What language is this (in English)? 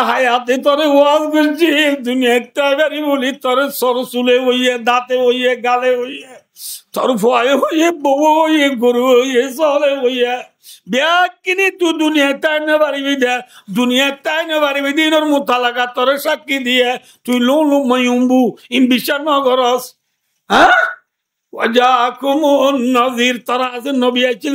Rohingya